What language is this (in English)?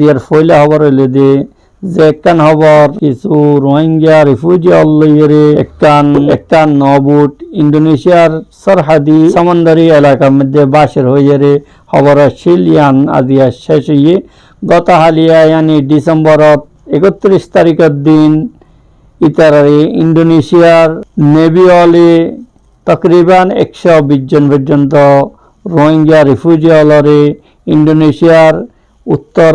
Rohingya